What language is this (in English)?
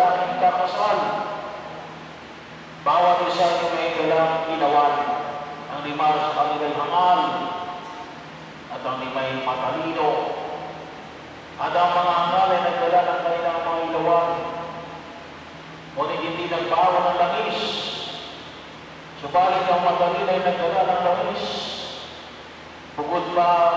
Filipino